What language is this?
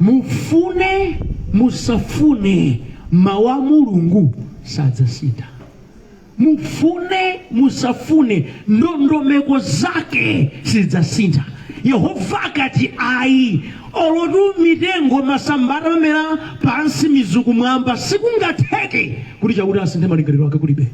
Nyanja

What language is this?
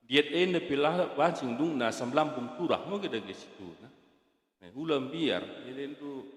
Batak Karo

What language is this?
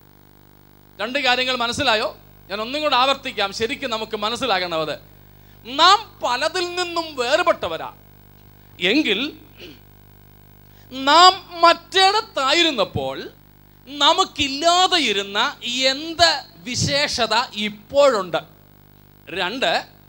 Malayalam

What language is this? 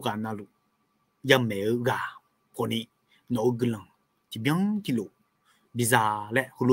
Akha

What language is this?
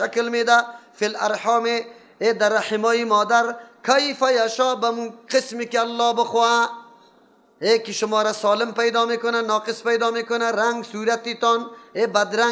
Persian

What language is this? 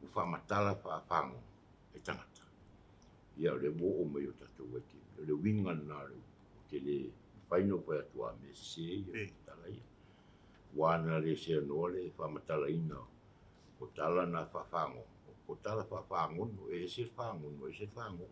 Samoan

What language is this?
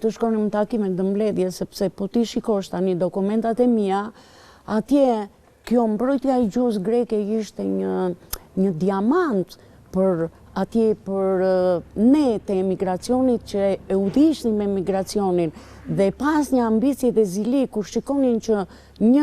Albanian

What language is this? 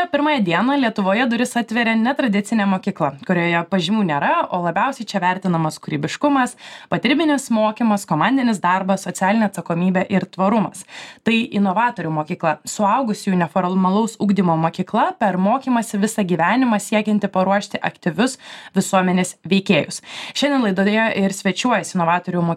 Lithuanian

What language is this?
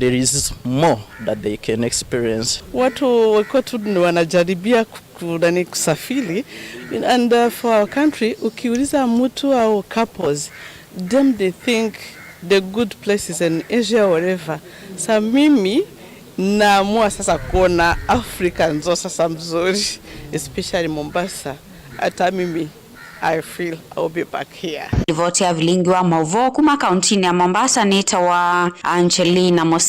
Kamba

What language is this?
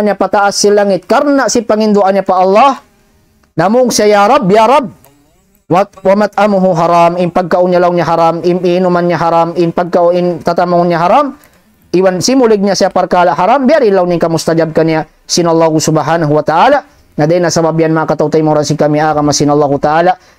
Tausug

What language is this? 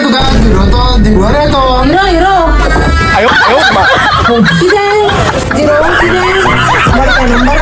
Konkani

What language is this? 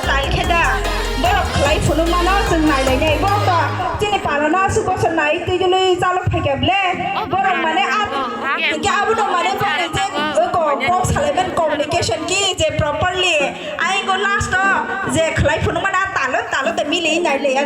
Kok Borok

